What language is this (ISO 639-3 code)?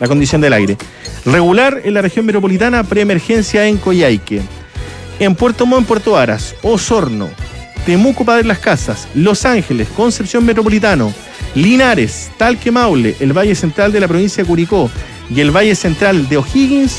spa